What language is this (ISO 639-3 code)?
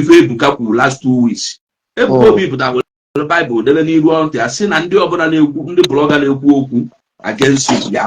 ibo